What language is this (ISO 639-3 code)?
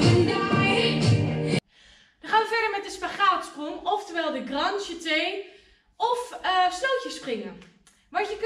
nld